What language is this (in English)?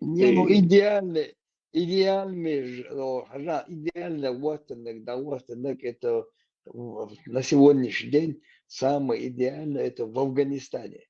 Chechen